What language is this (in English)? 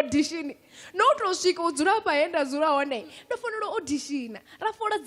Venda